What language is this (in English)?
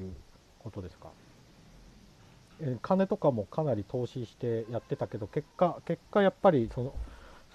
Japanese